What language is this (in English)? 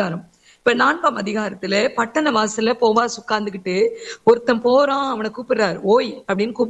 Tamil